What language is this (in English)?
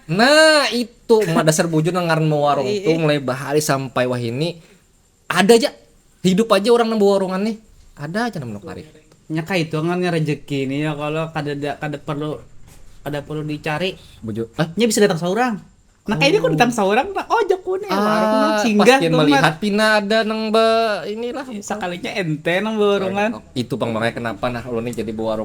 Banjar